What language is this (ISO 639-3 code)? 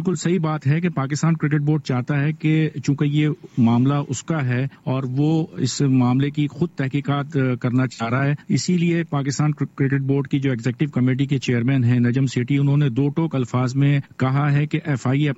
urd